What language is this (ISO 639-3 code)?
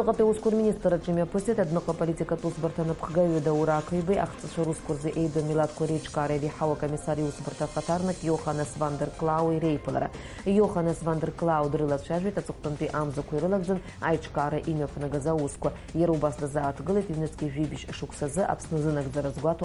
abk